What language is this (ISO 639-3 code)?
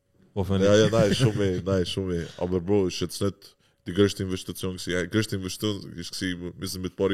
gsw